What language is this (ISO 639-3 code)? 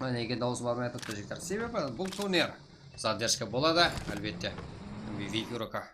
kaa